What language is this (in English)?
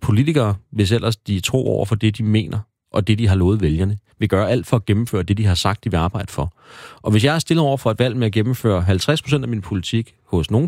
Danish